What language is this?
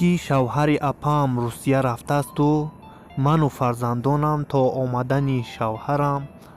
Tajik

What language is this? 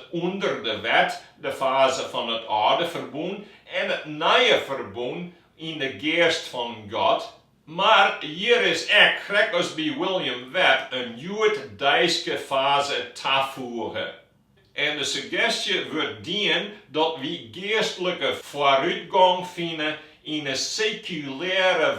Western Frisian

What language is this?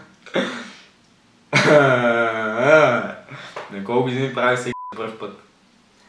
Bulgarian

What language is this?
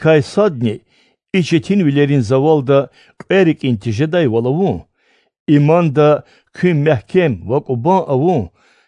Lezghian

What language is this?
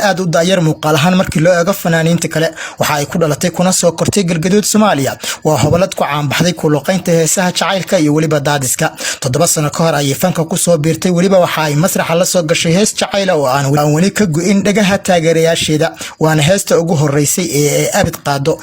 Somali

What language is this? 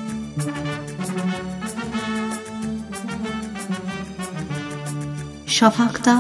Turkish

